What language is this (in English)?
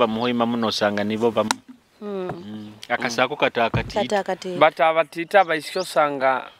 Nyoro